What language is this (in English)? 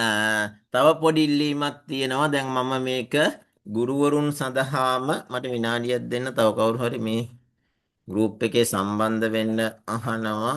Sinhala